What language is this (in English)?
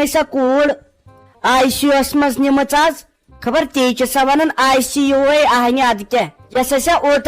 Kashmiri